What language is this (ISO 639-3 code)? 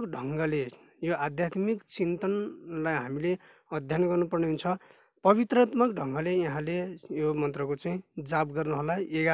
nep